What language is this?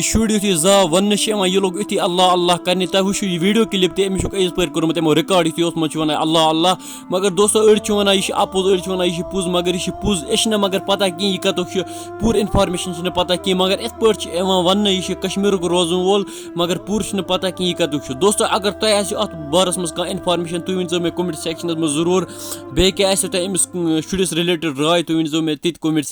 Kashmiri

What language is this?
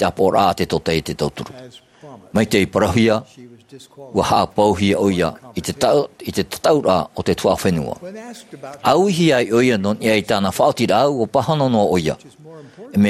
Tahitian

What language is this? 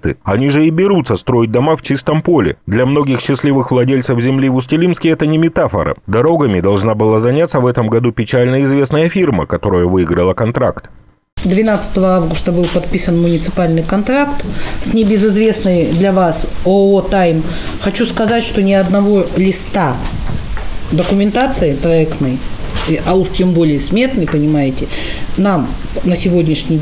Russian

